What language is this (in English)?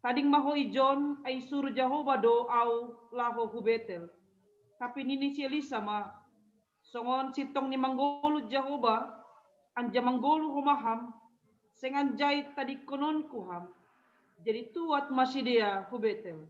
Batak Simalungun